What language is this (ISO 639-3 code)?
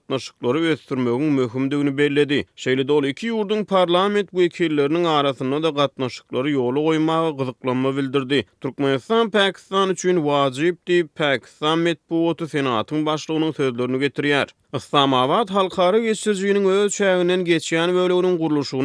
tuk